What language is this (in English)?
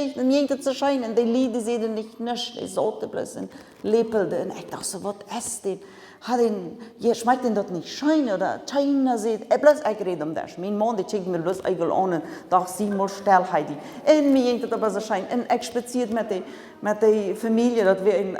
Plautdietsch